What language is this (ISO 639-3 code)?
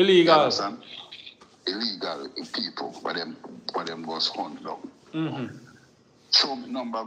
jam